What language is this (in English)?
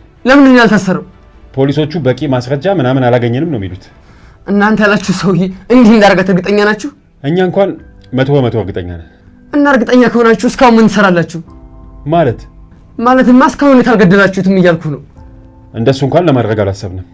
Amharic